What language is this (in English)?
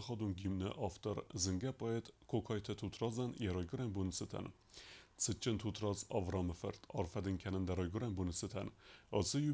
Ossetic